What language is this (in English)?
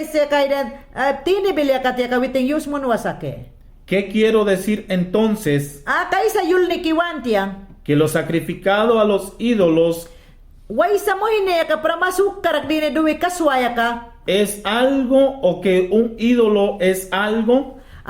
Mayangna